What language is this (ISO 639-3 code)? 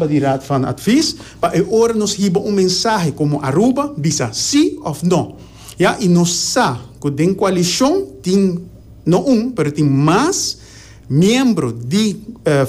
pap